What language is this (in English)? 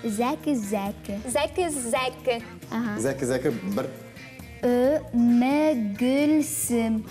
Tatar